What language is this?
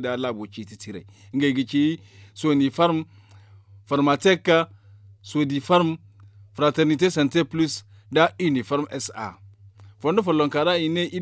Zarma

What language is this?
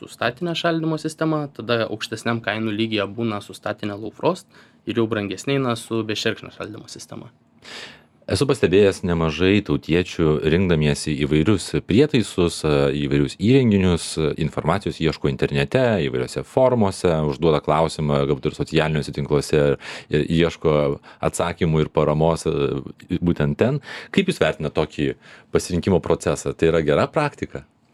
Lithuanian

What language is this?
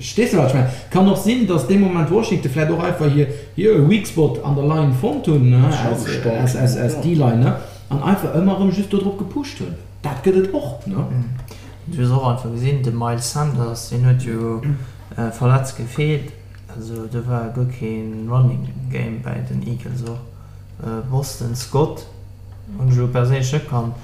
Luxembourgish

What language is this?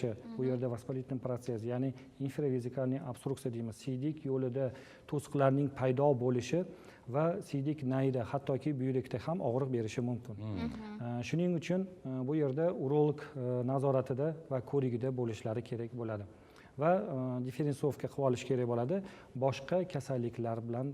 Uzbek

